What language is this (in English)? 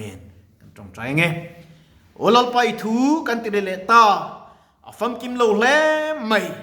Mizo